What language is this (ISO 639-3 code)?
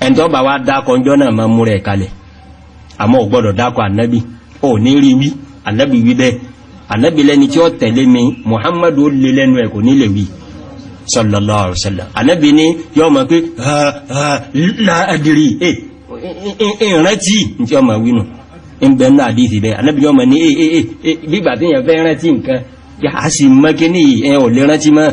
yor